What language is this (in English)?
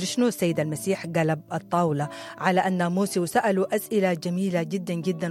Sudanese Arabic